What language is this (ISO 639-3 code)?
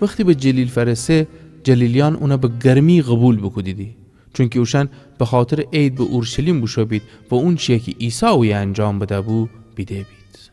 glk